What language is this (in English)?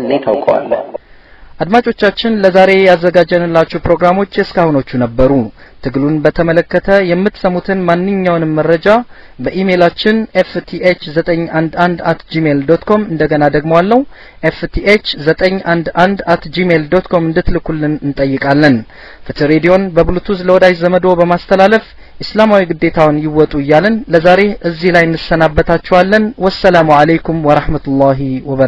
Amharic